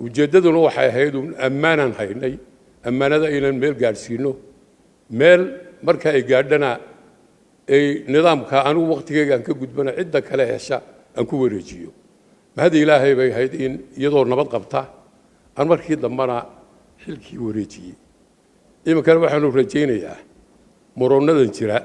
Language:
Somali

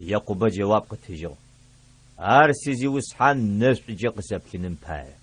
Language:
Adyghe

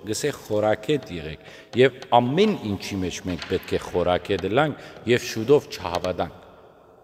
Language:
Western Armenian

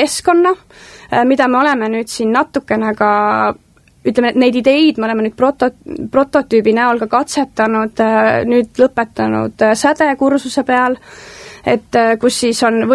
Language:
Estonian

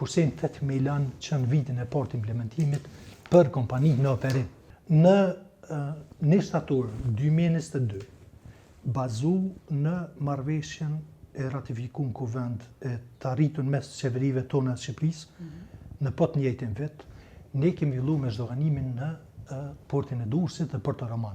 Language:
Albanian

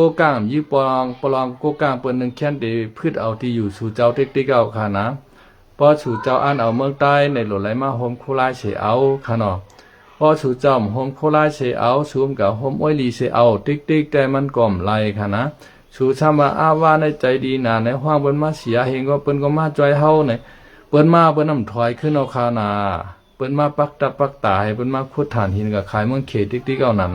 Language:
Shan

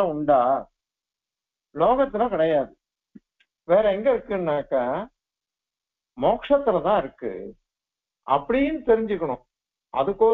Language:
Tamil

